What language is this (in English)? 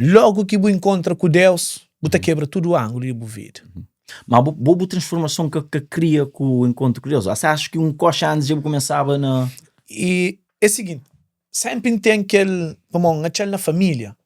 Kabuverdianu